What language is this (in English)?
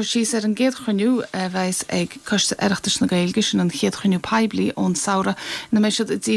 Irish